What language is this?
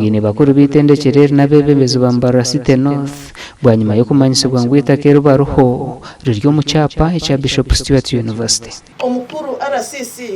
Nyankole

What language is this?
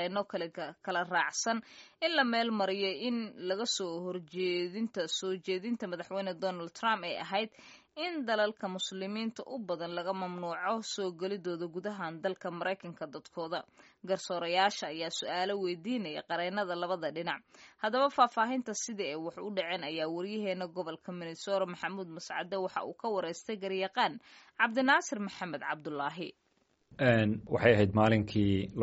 Somali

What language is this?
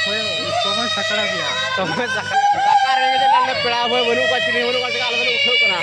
Santali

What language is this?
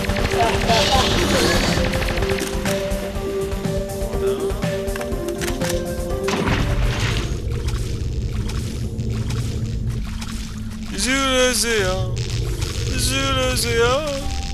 French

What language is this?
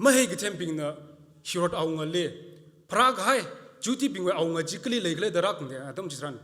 Tangkhul Naga (India)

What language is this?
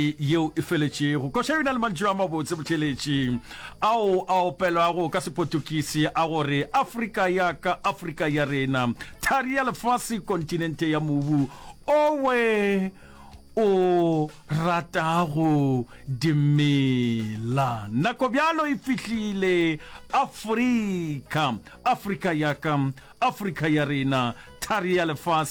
Northern Sotho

